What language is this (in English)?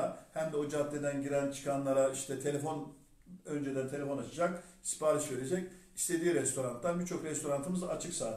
Turkish